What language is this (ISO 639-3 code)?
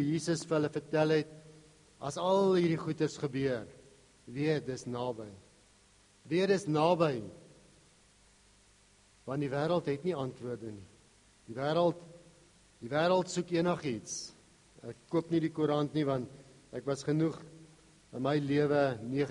afr